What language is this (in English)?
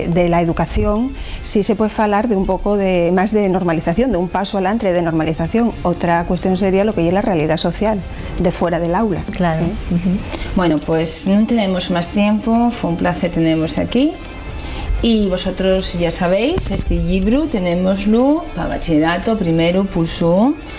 Asturian